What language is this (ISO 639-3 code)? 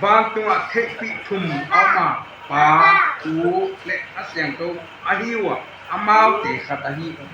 ctd